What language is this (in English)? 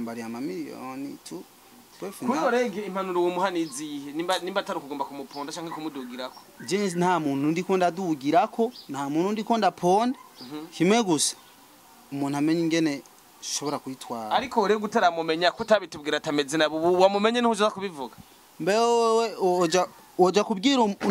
Rundi